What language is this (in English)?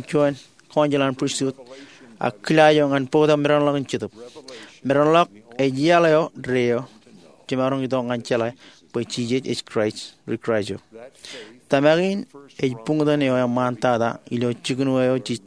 Marshallese